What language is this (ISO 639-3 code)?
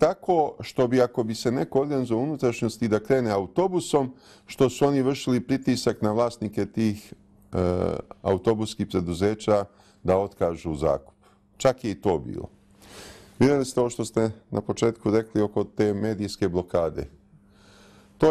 bos